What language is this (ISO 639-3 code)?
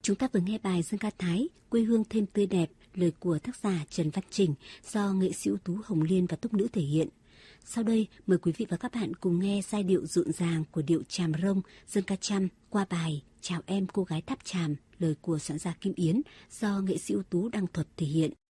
vie